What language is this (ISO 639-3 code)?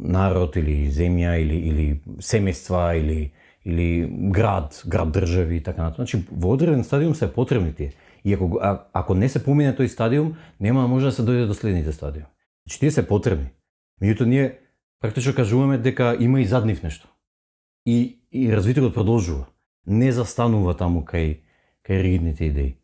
mkd